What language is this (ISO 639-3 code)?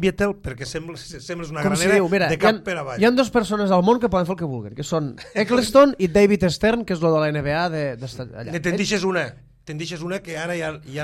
cat